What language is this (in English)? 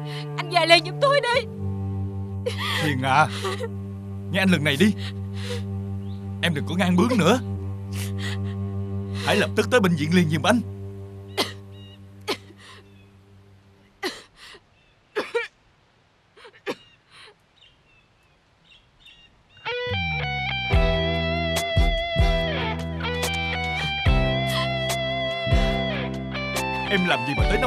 Vietnamese